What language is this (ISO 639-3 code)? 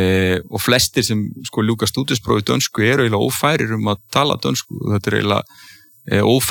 isl